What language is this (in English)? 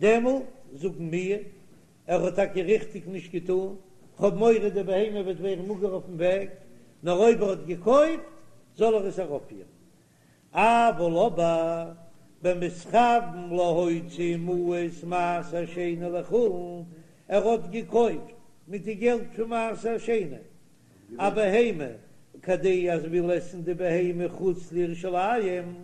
Yiddish